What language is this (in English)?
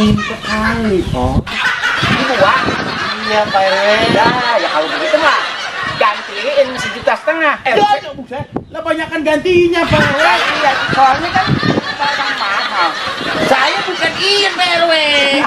Betawi